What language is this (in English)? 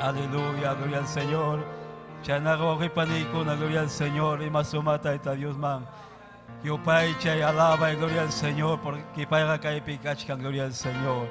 Ayacucho Quechua